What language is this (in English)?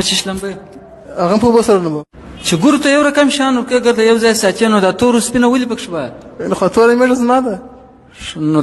Pashto